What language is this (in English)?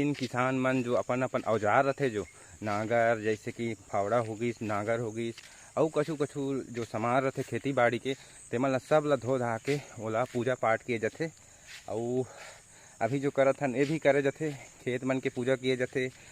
Chhattisgarhi